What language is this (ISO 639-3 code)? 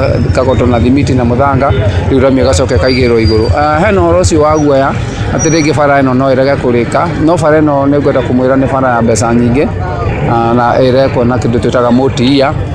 kik